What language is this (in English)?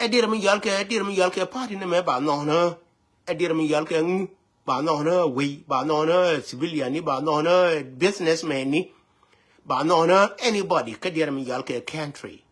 Nuer